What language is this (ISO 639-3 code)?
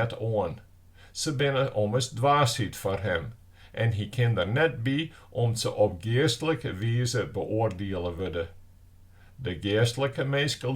fry